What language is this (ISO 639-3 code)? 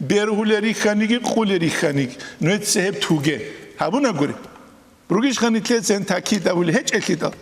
ava